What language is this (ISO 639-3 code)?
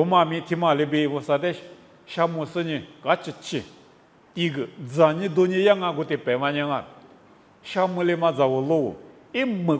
lis